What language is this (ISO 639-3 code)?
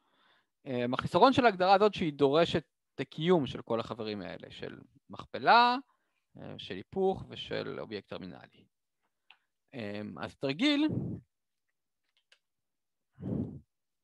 heb